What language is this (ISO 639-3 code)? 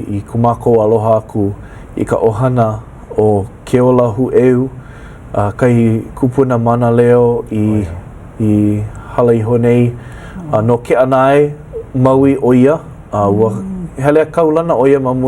haw